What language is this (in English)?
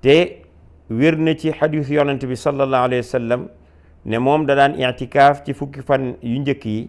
Wolof